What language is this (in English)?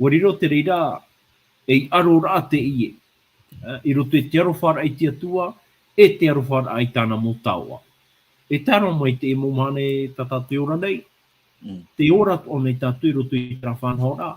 Tahitian